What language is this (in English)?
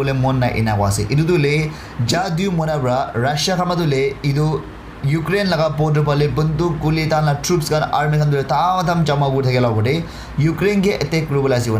Naga Pidgin